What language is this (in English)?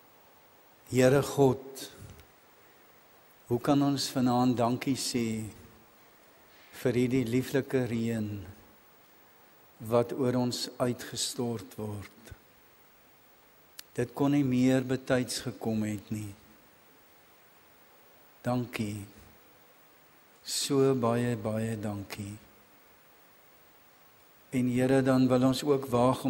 Afrikaans